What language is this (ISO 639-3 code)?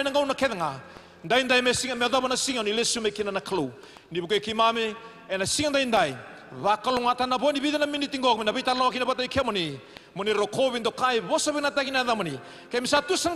fij